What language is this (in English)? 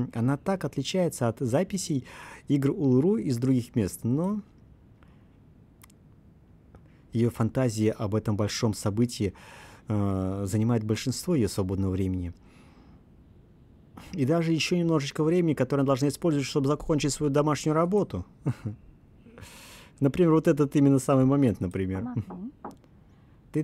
Russian